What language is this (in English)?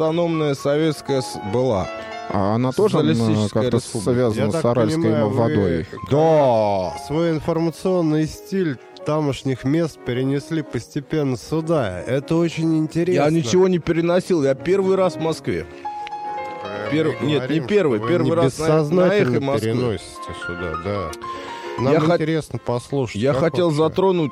Russian